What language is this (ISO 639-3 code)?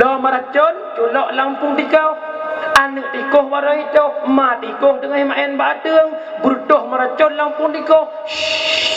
ace